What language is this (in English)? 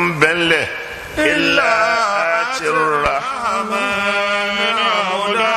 Yoruba